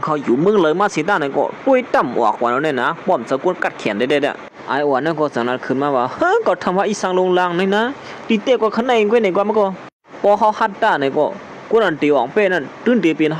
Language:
Shan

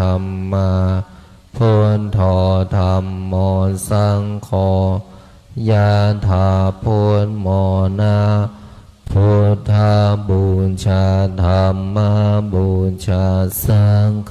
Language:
Pali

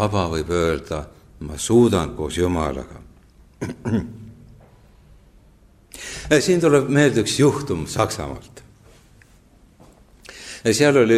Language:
Estonian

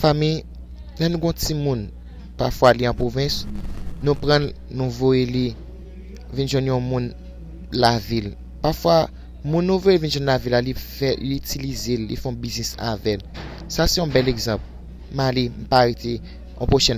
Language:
Haitian Creole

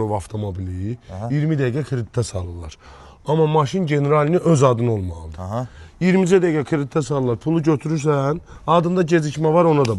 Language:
Azerbaijani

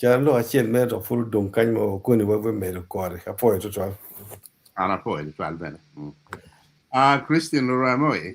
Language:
Acoli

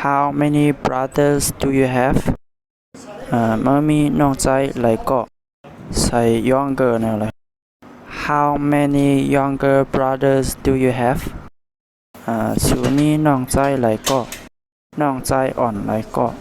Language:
Shan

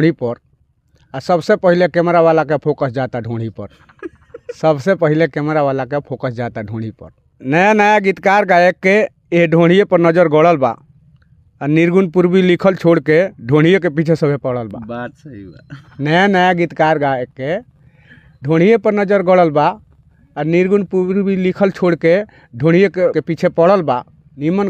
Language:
Bhojpuri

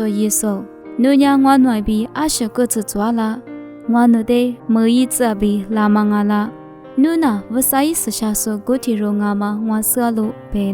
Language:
Lisu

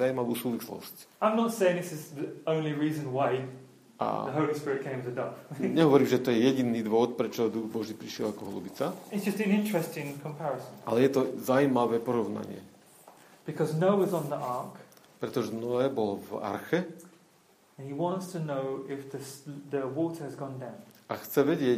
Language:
Slovak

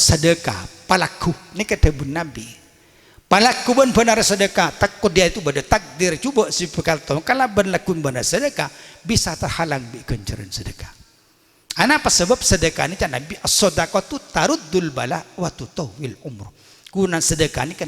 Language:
Madurese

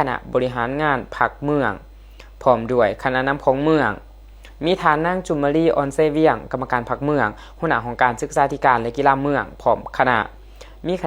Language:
Lao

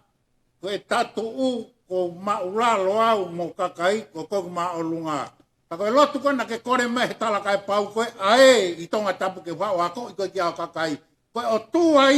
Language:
Tongan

